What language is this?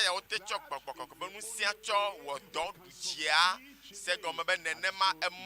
Ewe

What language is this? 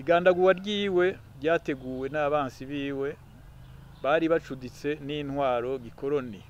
Rundi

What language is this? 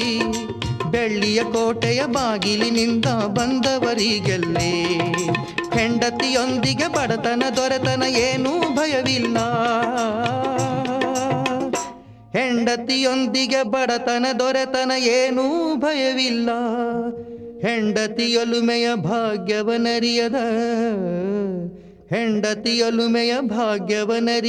Kannada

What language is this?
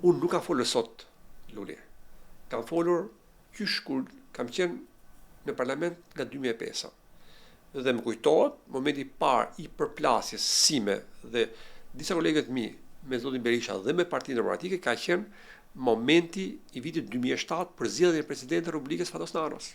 Albanian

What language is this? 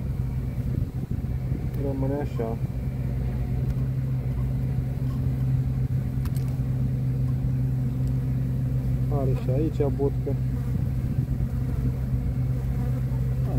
Romanian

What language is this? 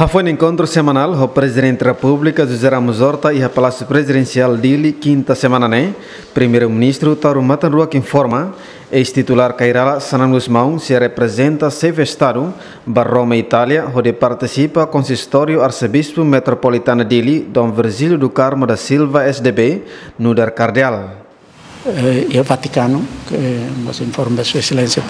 Tetum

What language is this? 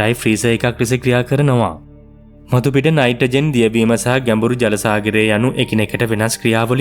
Sinhala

